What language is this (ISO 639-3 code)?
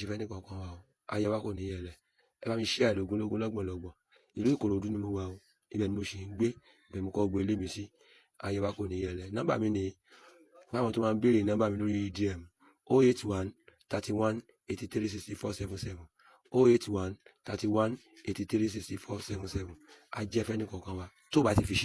yor